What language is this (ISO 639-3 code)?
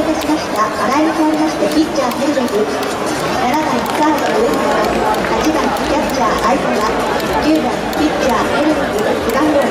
jpn